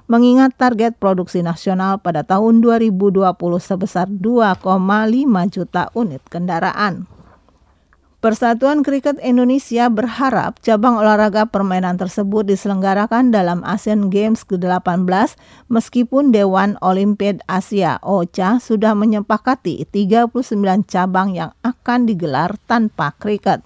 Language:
Indonesian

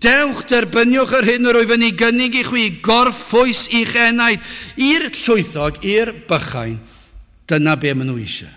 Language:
Welsh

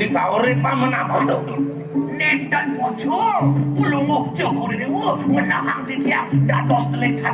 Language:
Balinese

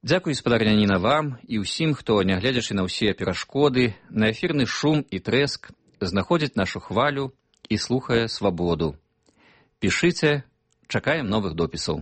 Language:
Belarusian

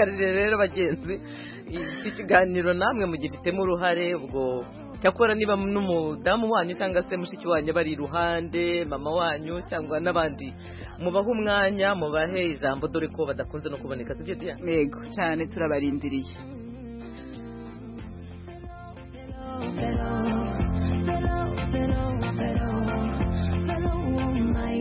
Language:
Kinyarwanda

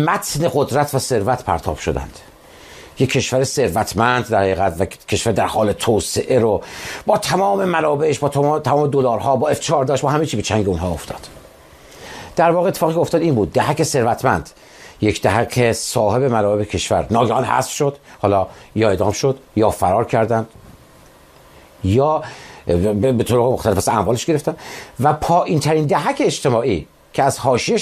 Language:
Persian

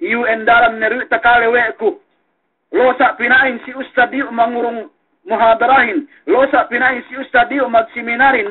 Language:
Yakan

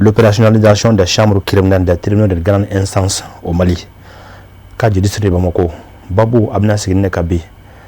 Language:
Bambara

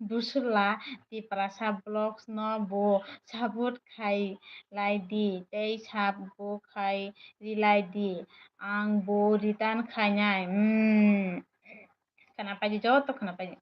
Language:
Kok Borok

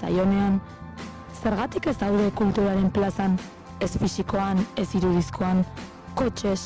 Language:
Basque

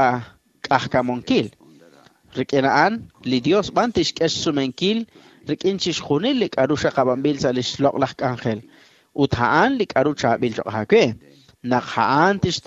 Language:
Kekchí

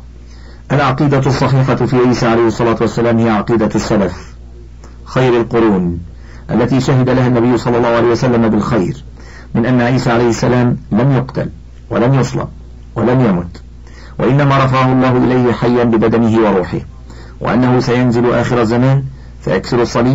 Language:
Arabic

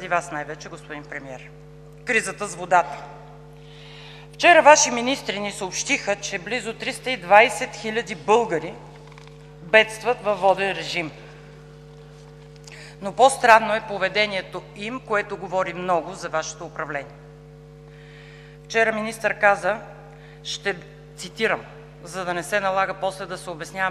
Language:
Bulgarian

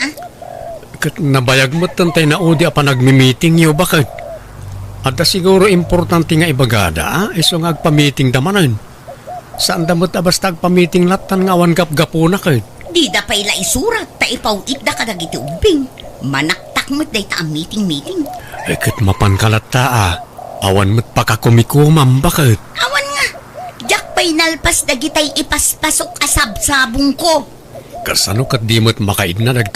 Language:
Iloko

